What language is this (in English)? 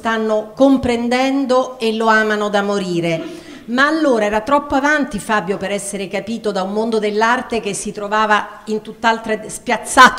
Italian